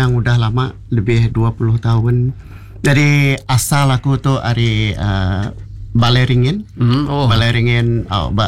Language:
Iban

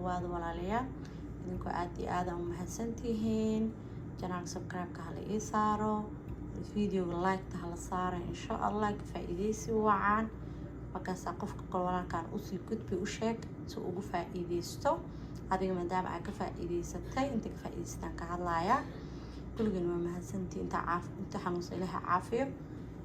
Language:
Somali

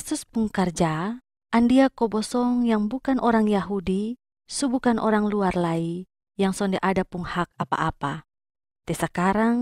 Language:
Kupang Malay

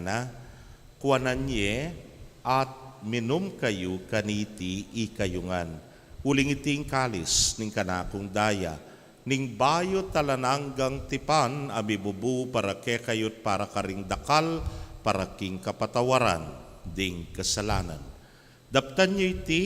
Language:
Pampanga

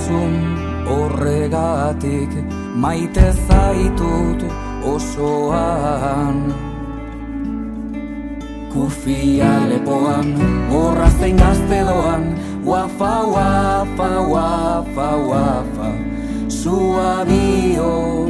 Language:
Basque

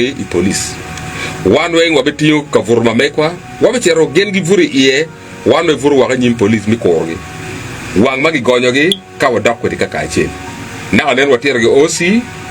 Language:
Acoli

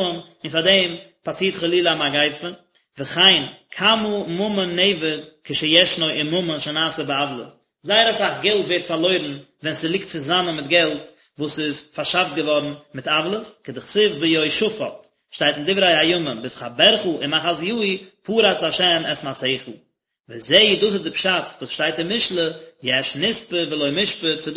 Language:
Yiddish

